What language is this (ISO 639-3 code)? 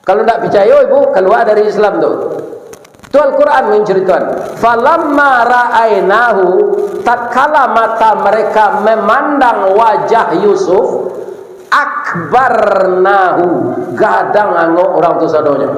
min